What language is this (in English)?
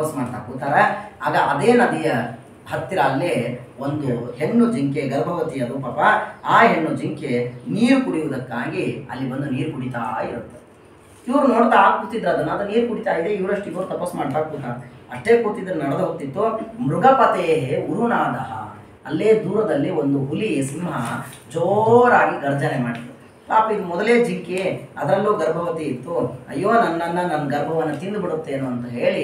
Kannada